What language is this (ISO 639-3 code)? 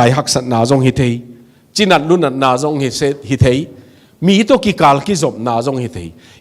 ctd